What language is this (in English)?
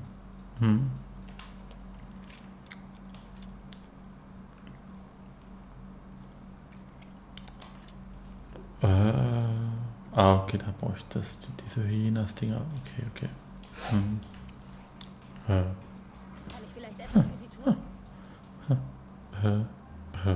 German